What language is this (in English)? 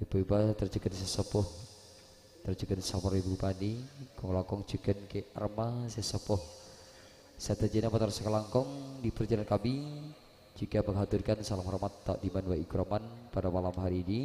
Madurese